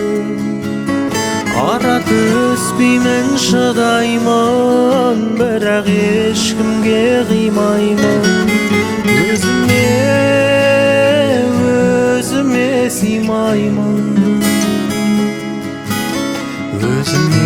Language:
Kazakh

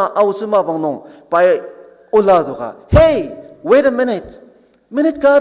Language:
Ao Naga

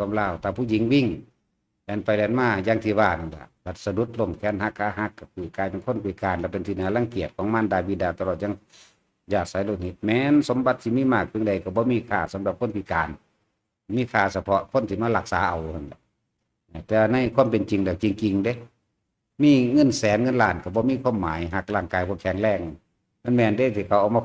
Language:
Northeastern Thai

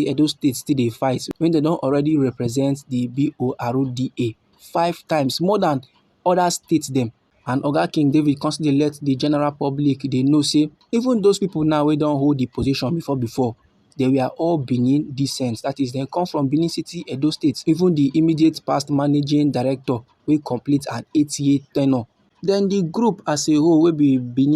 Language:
Nigerian Pidgin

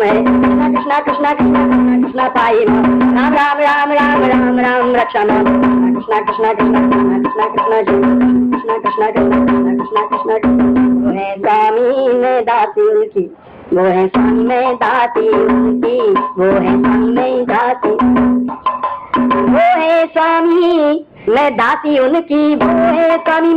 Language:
Hindi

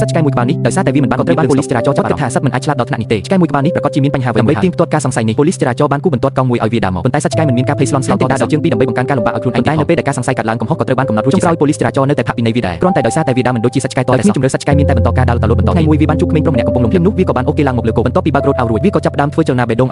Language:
Khmer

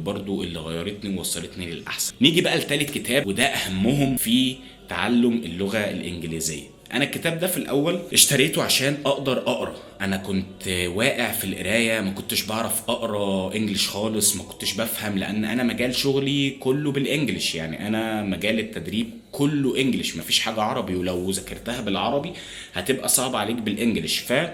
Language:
Egyptian Arabic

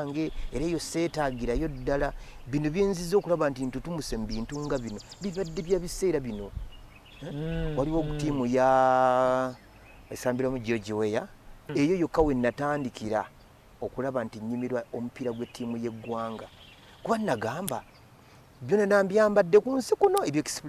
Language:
Ganda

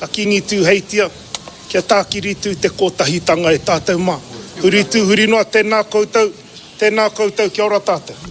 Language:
Māori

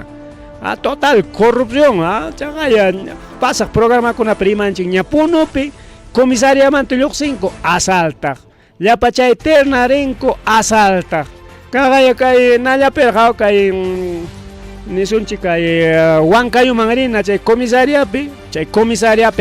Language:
Ayacucho Quechua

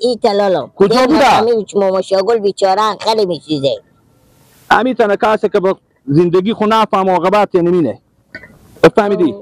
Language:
Persian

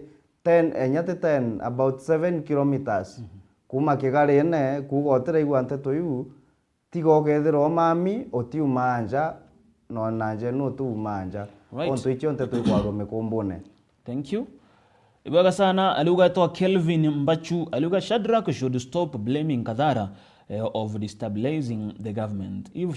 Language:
Meru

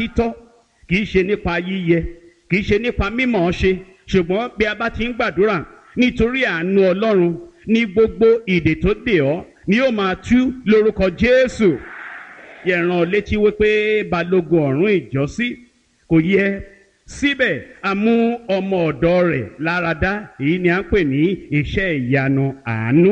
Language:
Yoruba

